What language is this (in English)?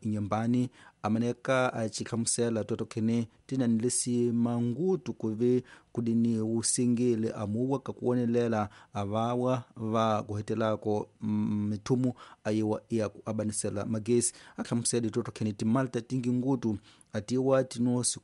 Tsonga